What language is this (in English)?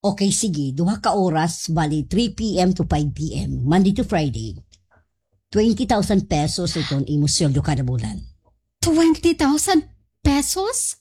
Waray